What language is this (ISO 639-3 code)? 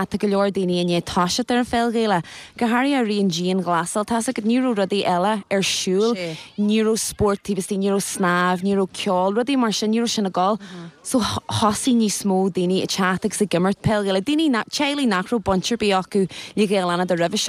gle